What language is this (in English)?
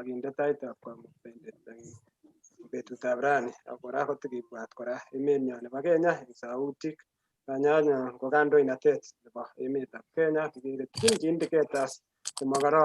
Kalenjin